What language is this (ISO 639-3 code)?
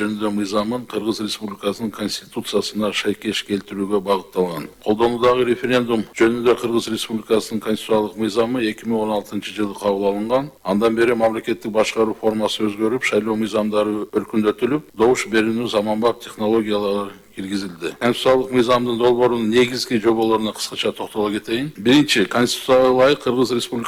kir